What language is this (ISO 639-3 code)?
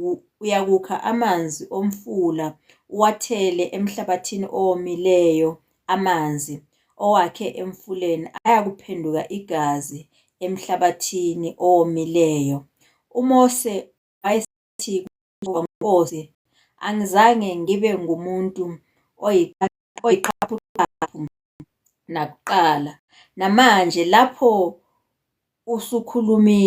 zul